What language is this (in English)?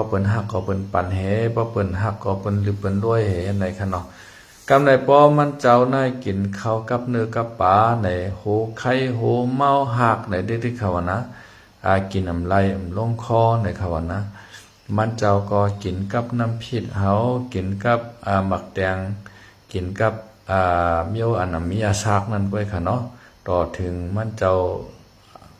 Shan